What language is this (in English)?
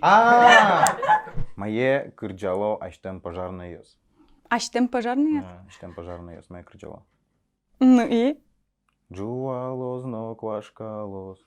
Udmurt